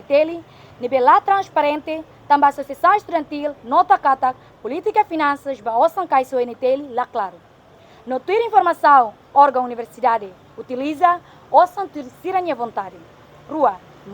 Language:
Tetum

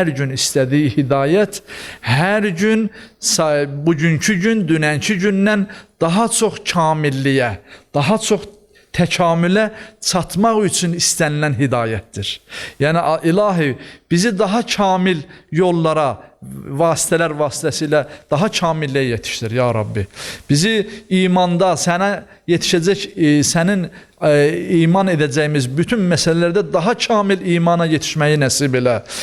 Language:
Azerbaijani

